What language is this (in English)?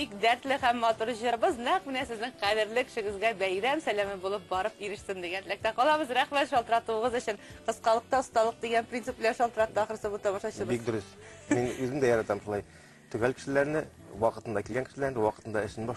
Tatar